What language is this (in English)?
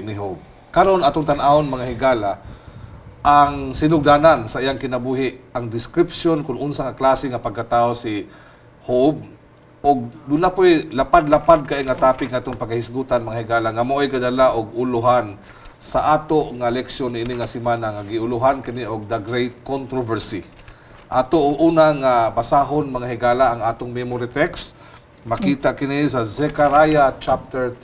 Cebuano